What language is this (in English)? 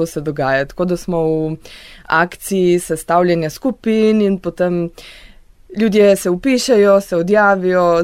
Slovenian